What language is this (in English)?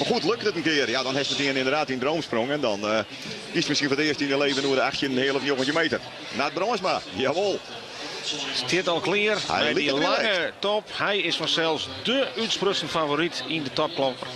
Western Frisian